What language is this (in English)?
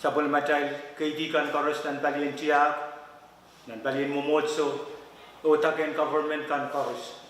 Pohnpeian